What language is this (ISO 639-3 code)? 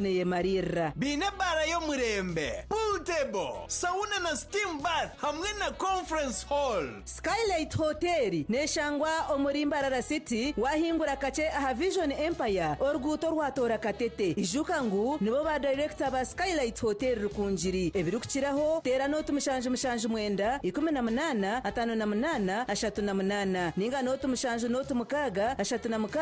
nyn